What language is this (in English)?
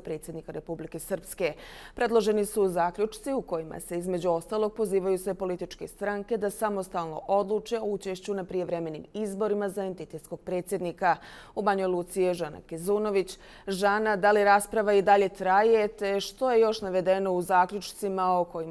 Bosnian